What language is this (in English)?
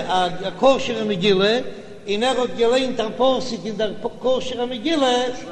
Yiddish